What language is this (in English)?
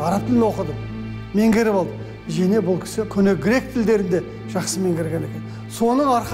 Kazakh